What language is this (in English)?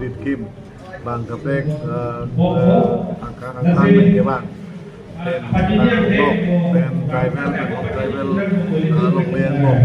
Karbi